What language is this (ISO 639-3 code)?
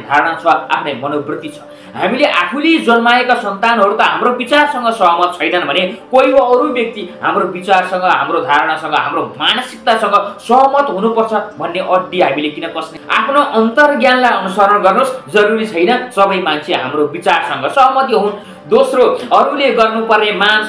nep